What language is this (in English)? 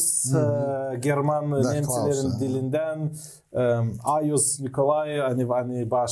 Gagauz